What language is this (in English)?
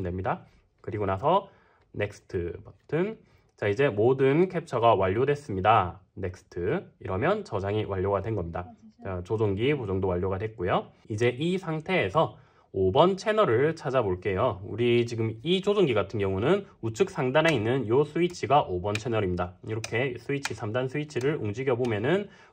Korean